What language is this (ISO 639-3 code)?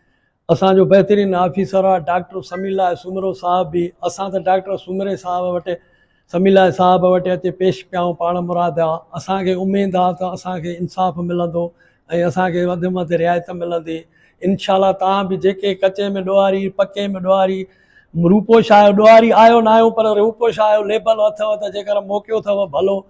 snd